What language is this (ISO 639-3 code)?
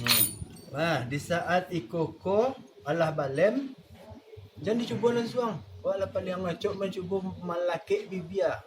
min